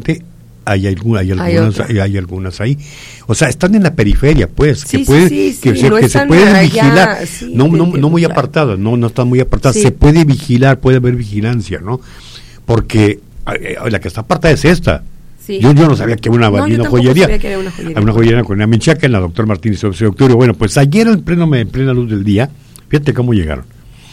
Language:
Spanish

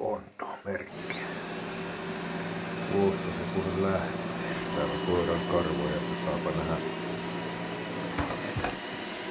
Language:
Finnish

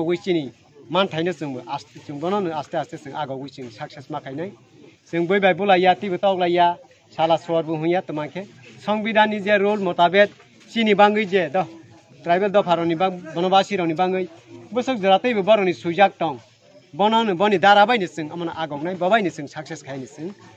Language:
Kok Borok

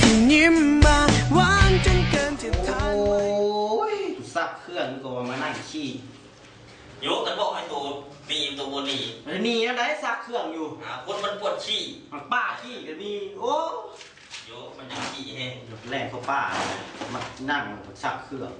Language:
Lao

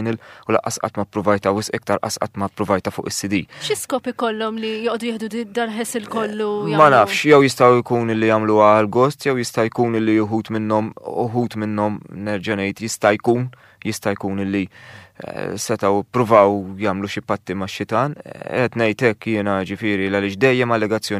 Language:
Maltese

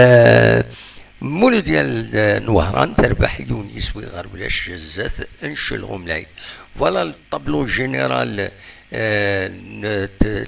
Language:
Kabyle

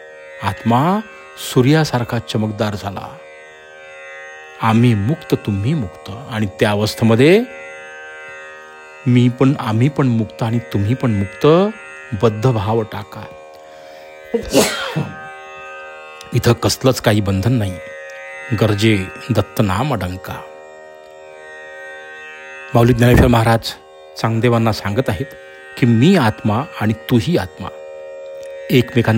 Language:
Marathi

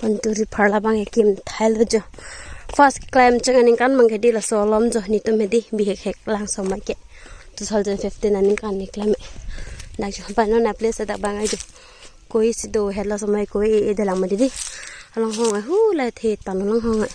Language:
Karbi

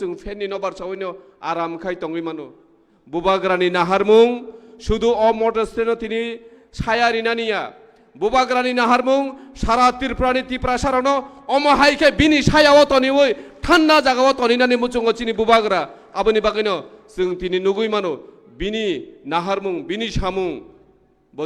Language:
Kok Borok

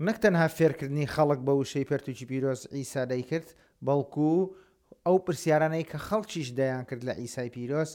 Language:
Central Kurdish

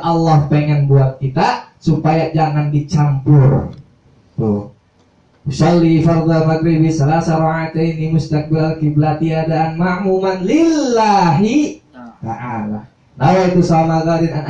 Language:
Betawi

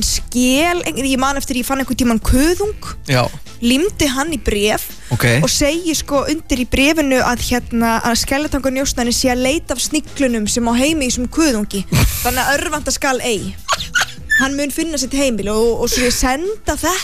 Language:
Icelandic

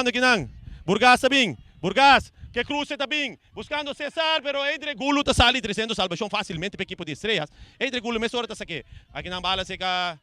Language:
Papiamento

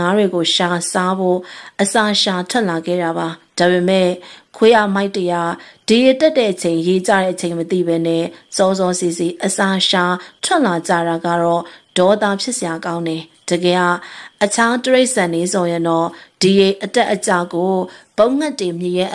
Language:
Burmese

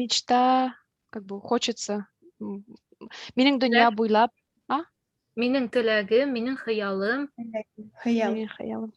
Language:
Bashkir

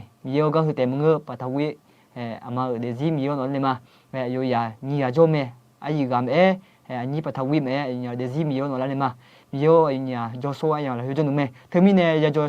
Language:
Akha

